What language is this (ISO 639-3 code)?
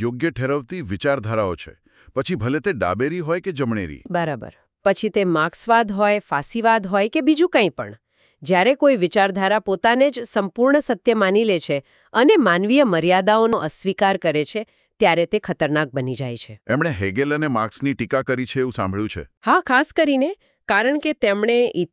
guj